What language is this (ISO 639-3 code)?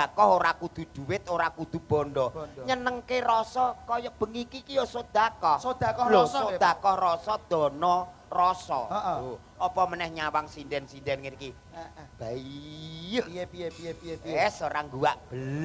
jav